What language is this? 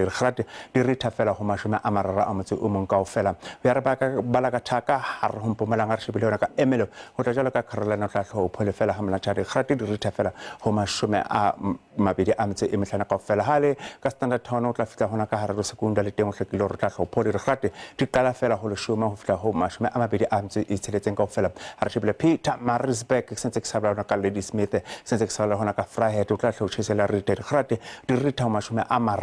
Southern Sotho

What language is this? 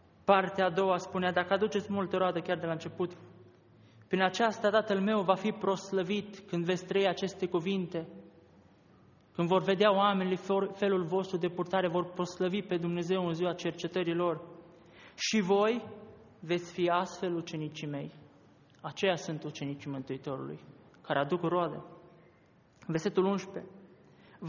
Romanian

